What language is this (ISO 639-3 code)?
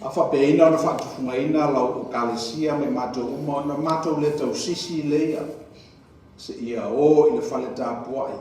smo